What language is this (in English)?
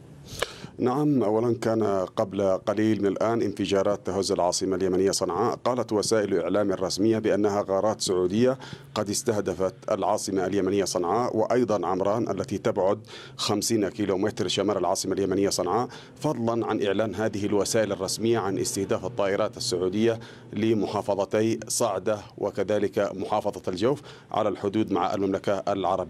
Arabic